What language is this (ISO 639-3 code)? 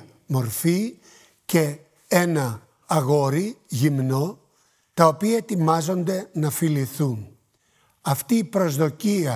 ell